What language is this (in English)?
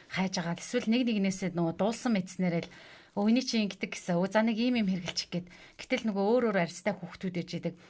Mongolian